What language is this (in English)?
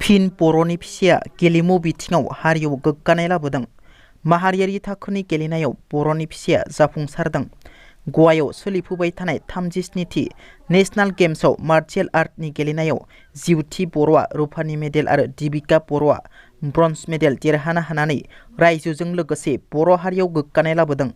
Bodo